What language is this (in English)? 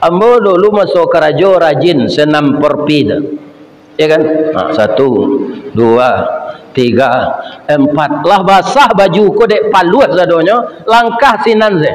Minangkabau